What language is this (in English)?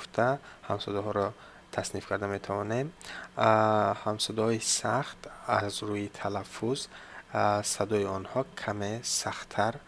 Tajik